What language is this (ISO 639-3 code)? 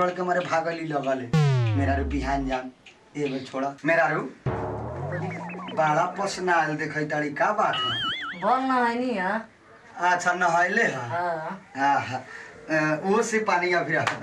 bho